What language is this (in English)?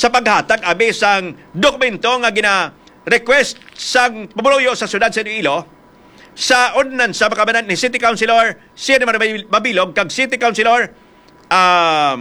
Hiligaynon